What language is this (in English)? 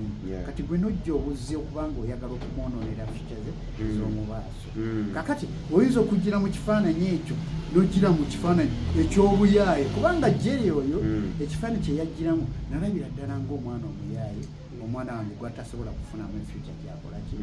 Ganda